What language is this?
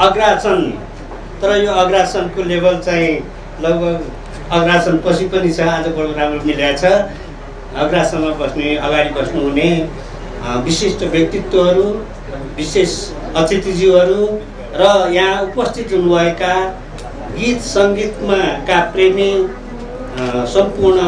Nepali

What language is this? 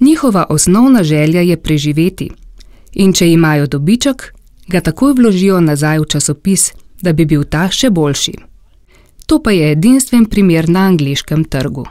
Slovenian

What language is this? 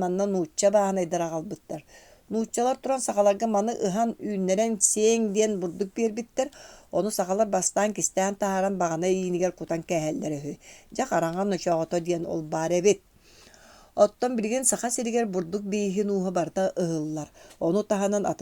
Yakut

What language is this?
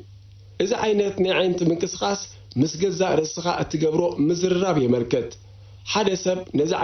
Tigrinya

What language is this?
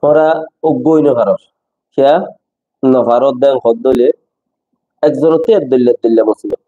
Rohingya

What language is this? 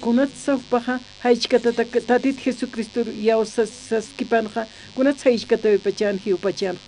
Aymara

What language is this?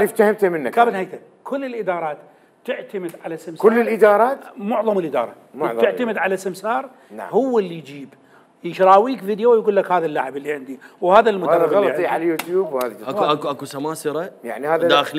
Mesopotamian Arabic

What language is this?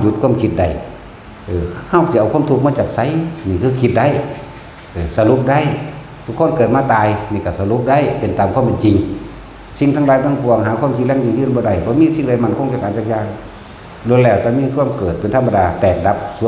Northeastern Thai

